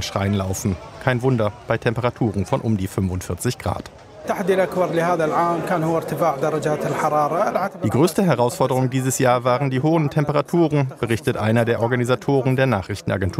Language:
German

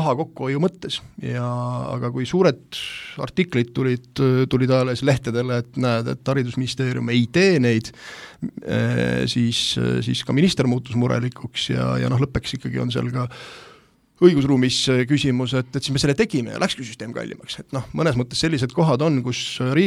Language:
Estonian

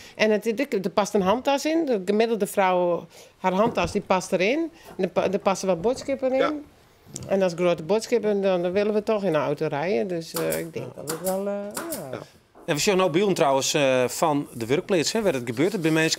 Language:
Western Frisian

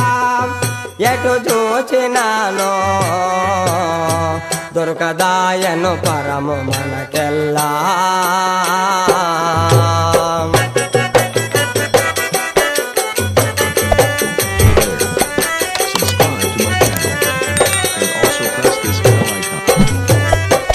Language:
Telugu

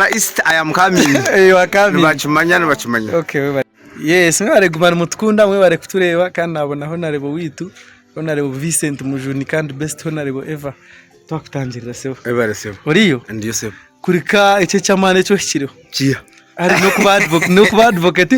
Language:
Nyankole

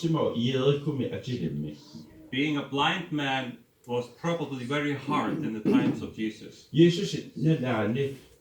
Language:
Kalaallisut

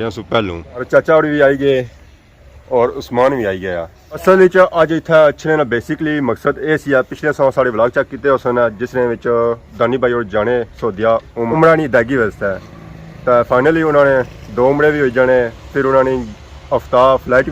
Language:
Pahari-Potwari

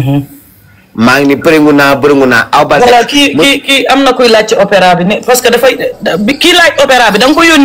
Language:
Wolof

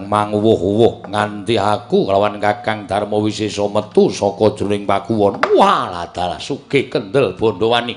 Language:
Javanese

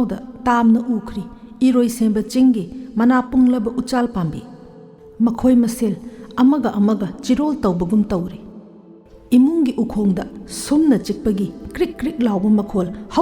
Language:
Manipuri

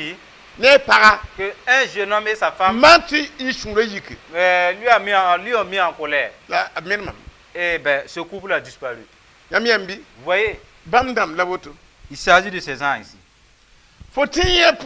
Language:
Mossi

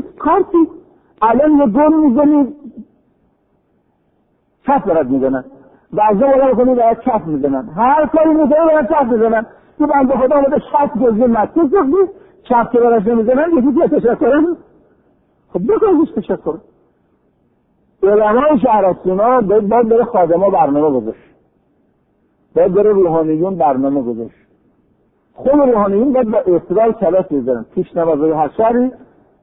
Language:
Persian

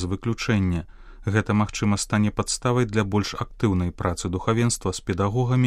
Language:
Belarusian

